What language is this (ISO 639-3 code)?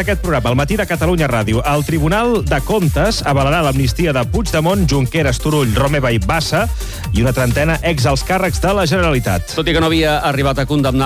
cat